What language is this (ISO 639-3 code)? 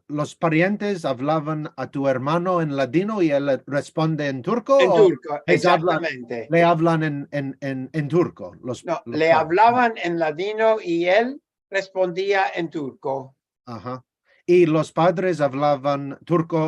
lad